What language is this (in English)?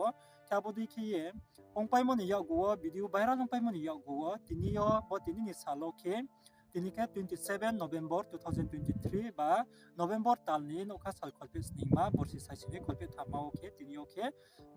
Riang (India)